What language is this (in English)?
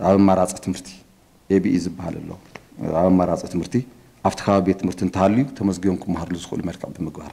Tigrinya